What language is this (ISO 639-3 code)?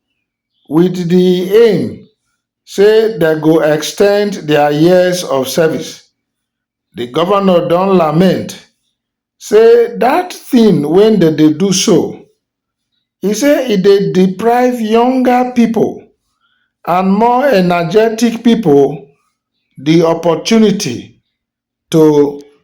pcm